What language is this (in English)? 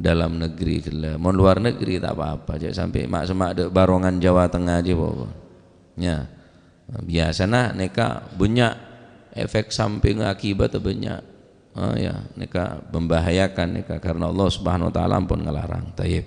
Madurese